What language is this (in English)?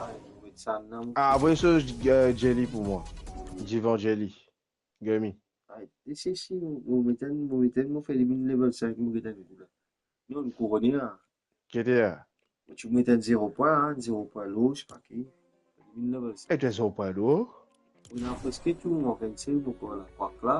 Morisyen